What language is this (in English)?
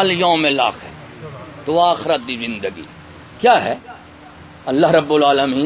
Saraiki